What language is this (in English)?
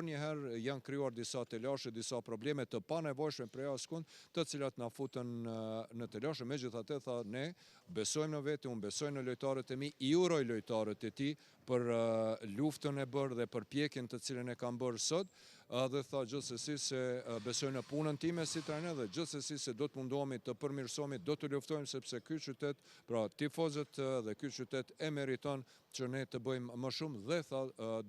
Albanian